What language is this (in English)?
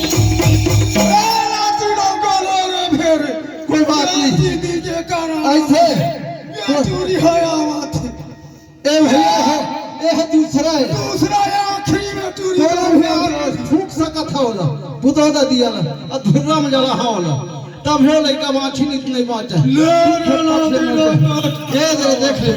Chhattisgarhi